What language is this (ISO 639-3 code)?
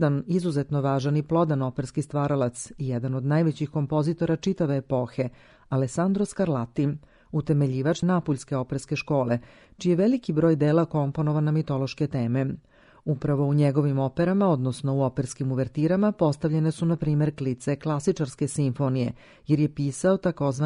srp